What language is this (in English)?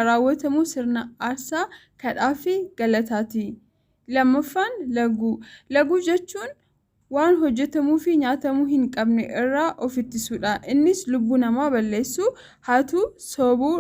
Oromo